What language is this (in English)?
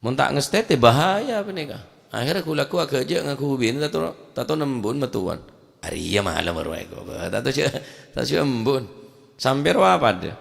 Madurese